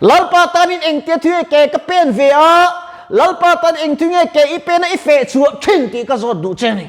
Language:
Mizo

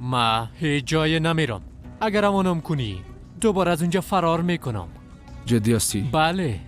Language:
Persian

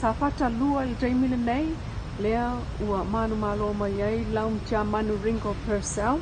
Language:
Samoan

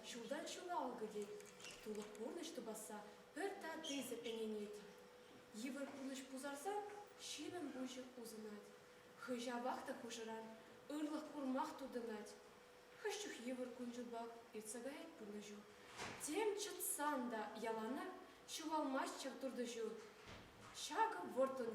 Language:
Chuvash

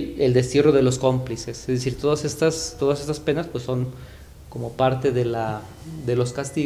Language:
Spanish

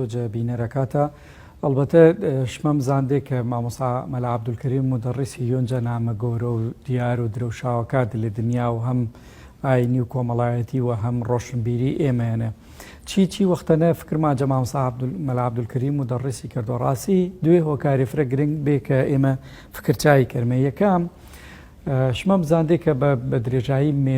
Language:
Gurani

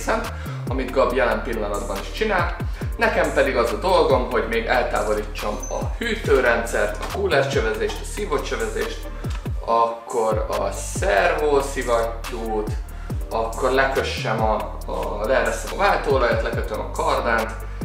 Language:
Hungarian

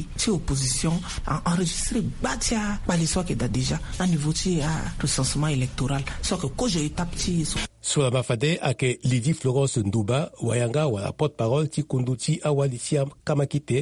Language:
Sango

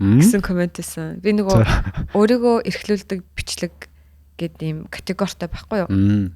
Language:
Mongolian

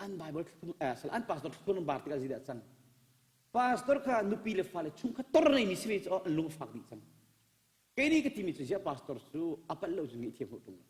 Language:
Hakha Chin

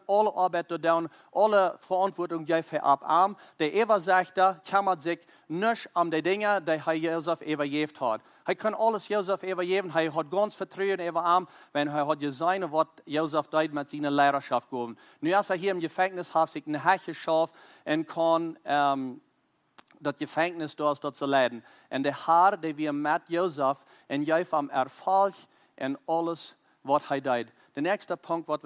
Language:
Plautdietsch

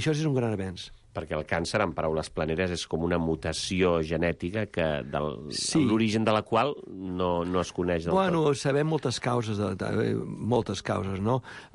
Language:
Catalan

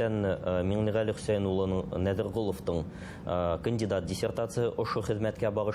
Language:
Bashkir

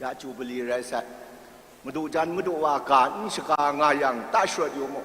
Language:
Kachin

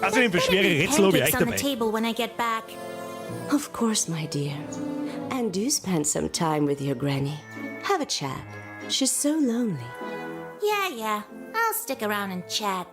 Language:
Bavarian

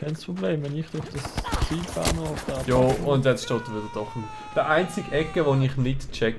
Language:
Swiss German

